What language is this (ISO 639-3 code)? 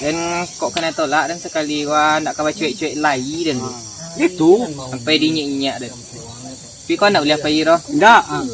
min